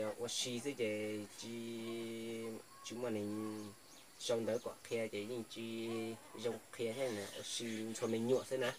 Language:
Hmong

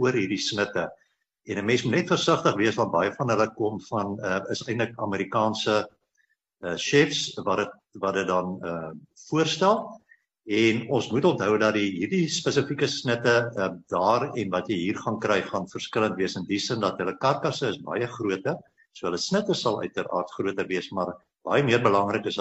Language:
Afrikaans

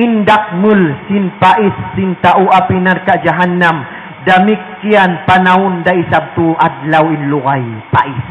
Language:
Tausug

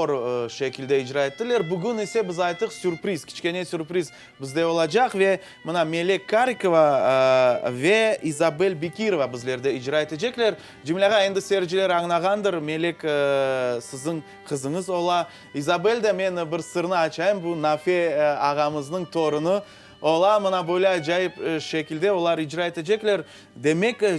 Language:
Crimean Tatar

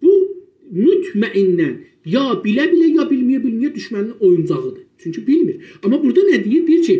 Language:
South Azerbaijani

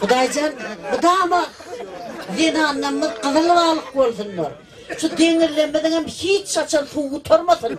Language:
Turkmen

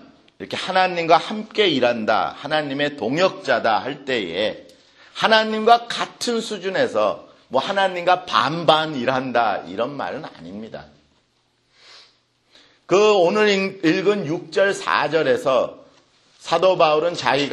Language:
Korean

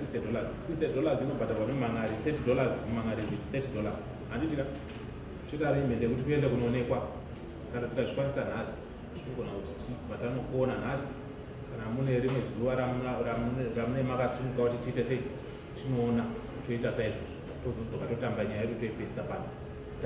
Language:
Shona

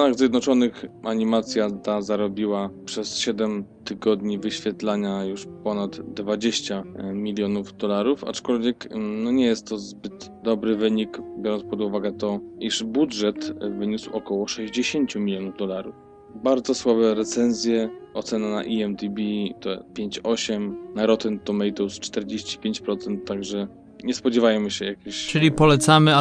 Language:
Polish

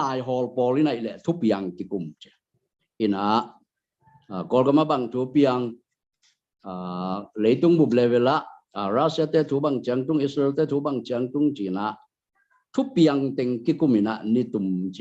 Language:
Tedim Chin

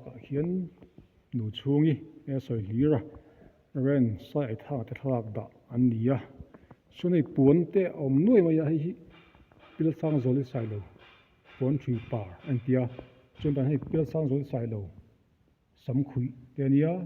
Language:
Mizo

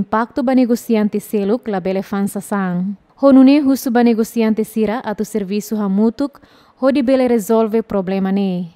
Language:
Tetum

